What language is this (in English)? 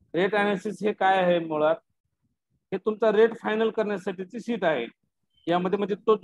Marathi